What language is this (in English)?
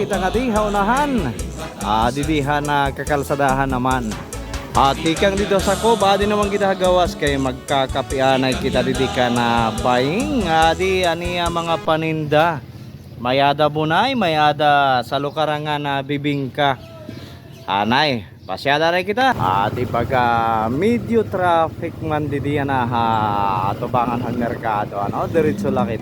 Waray